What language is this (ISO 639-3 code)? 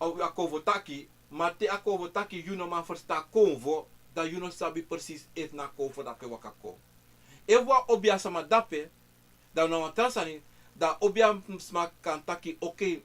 srn